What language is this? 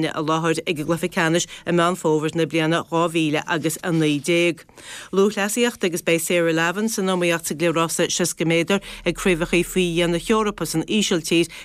Irish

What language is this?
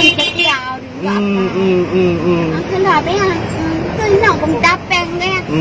Achinese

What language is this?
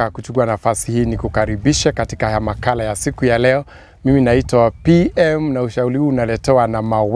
Swahili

